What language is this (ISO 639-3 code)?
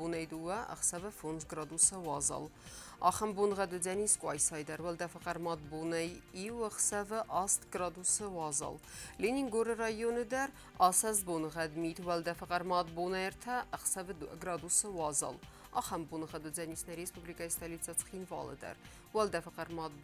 oss